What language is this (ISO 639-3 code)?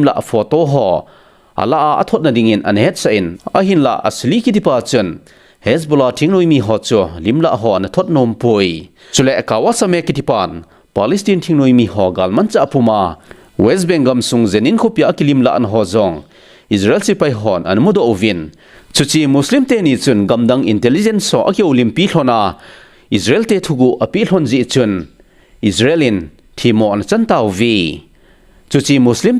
tcz